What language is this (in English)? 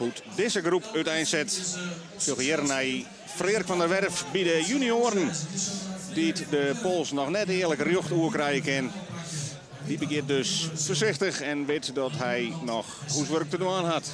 Western Frisian